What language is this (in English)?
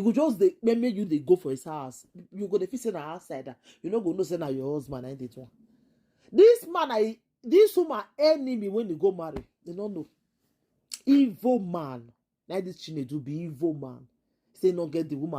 Nigerian Pidgin